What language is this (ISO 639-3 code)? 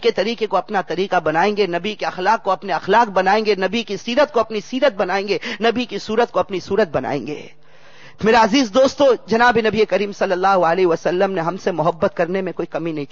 urd